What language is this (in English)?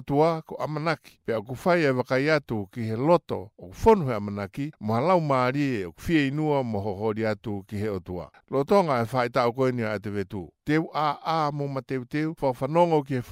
Tongan